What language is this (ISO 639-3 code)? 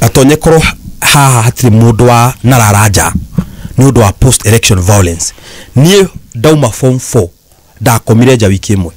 kik